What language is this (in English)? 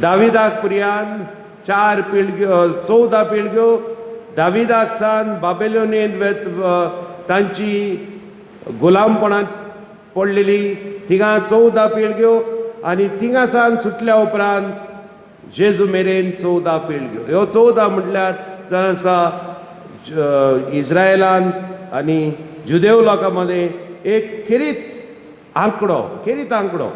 Konkani